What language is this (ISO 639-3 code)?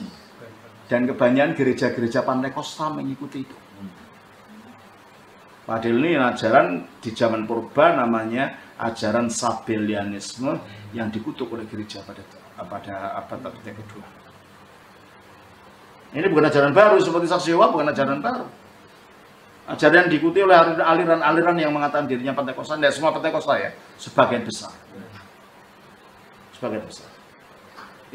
ind